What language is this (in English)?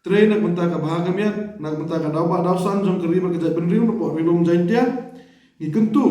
Khasi